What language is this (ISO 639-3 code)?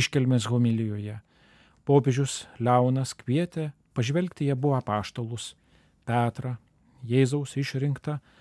lit